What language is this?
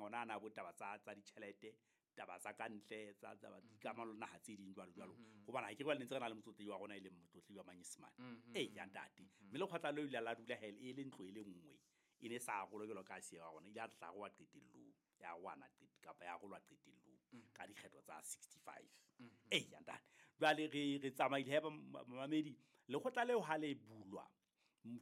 Southern Sotho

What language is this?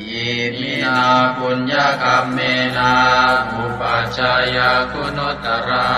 Pali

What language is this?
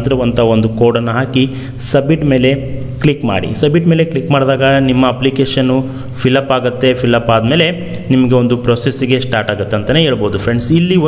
Kannada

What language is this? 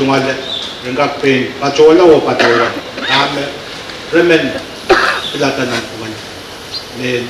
Pohnpeian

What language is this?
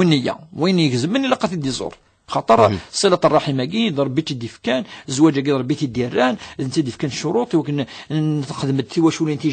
Kabyle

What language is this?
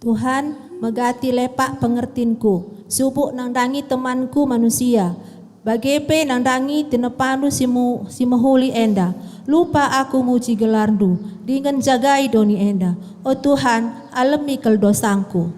Batak Karo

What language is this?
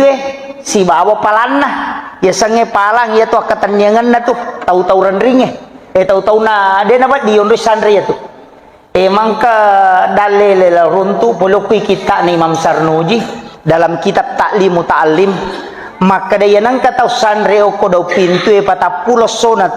Buginese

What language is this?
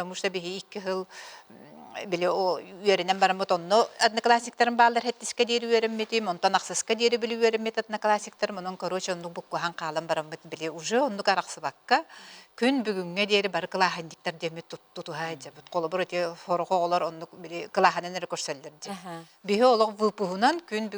Yakut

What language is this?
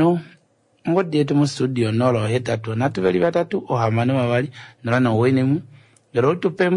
Kuanyama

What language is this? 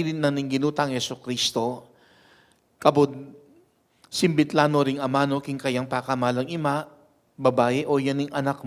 Pampanga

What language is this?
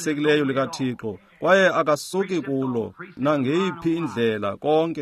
Xhosa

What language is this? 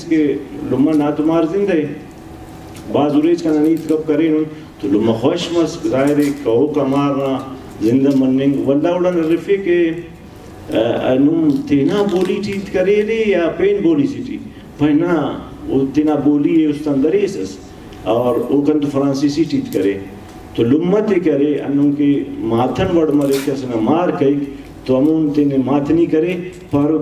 Brahui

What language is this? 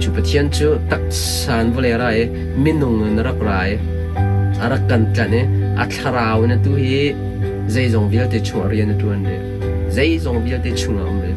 Hakha Chin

